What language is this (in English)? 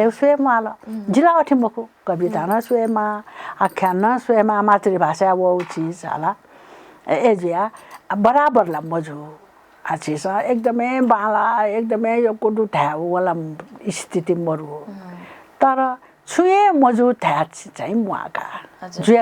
Newari